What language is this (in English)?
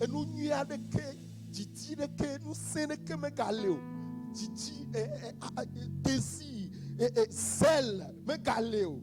Ewe